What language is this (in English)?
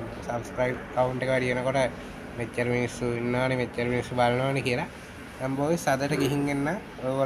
Sinhala